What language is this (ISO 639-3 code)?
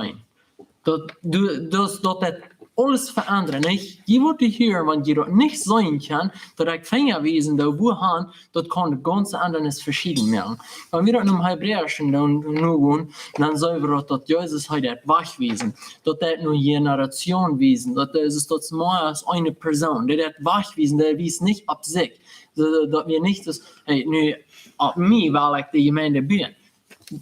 pdt